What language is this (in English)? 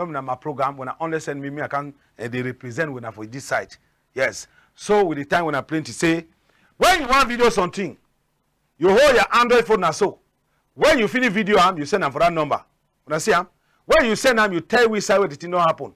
Cameroon Pidgin